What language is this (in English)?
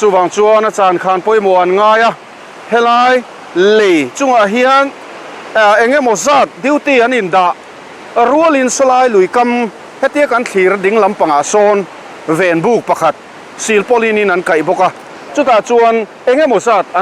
Mizo